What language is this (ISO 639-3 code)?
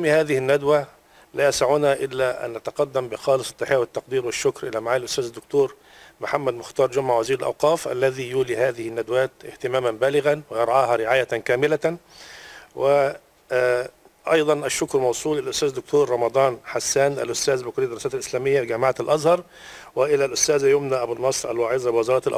ara